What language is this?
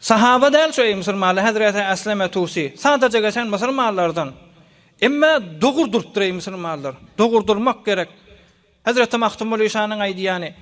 Turkmen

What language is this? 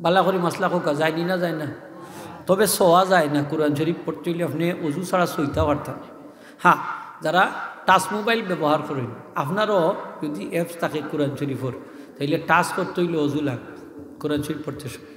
Sylheti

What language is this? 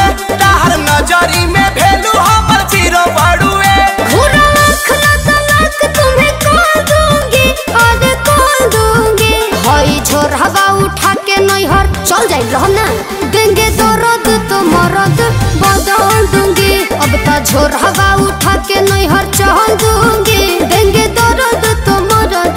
Bhojpuri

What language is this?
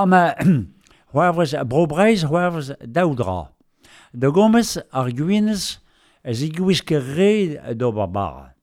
Breton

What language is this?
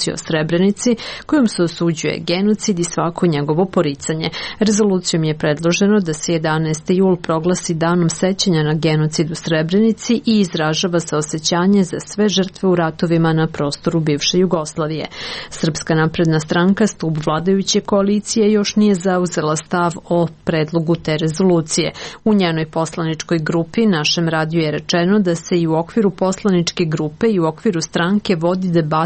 Serbian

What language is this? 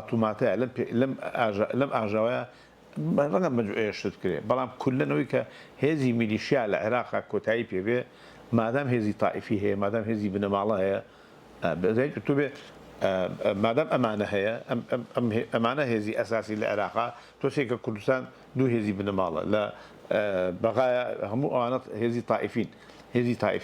Central Kurdish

